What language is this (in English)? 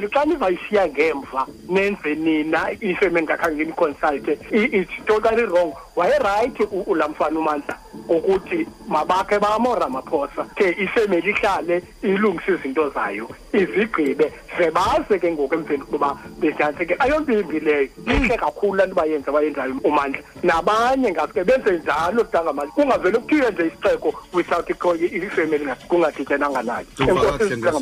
Xhosa